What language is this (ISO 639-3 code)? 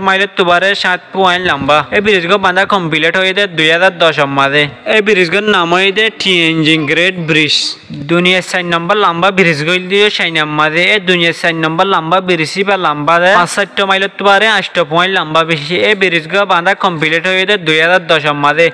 rhg